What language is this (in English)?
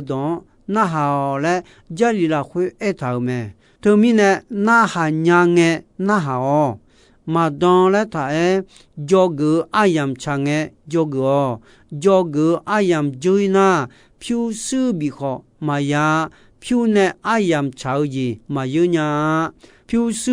Akha